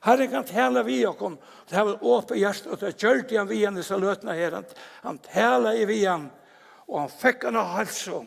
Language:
Faroese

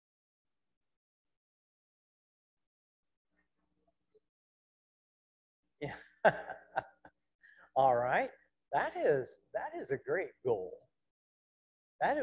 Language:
English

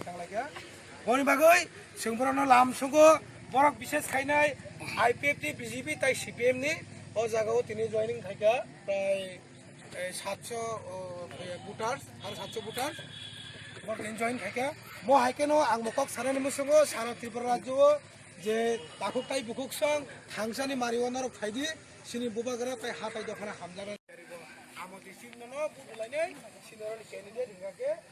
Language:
Kok Borok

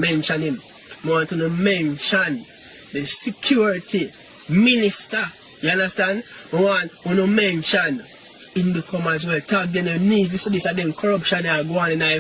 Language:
Jamaican Creole English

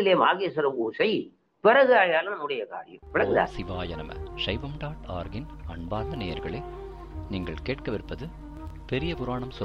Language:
Tamil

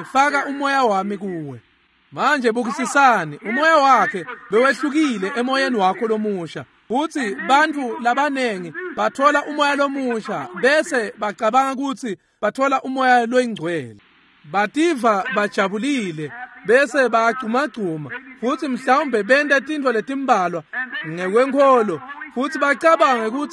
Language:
Swati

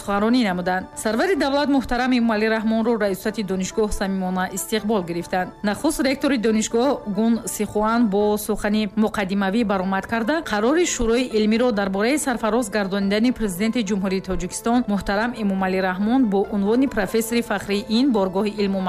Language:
Tajik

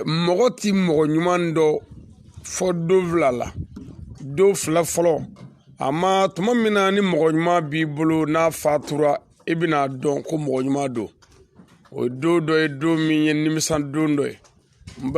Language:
Bambara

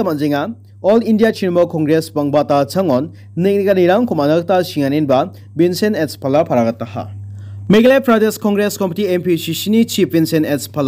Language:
Garo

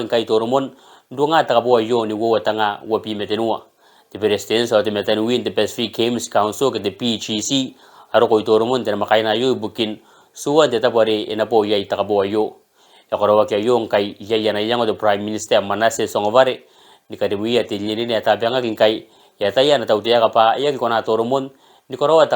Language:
Gilbertese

